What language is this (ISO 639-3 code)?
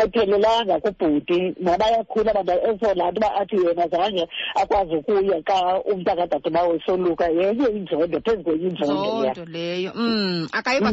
xho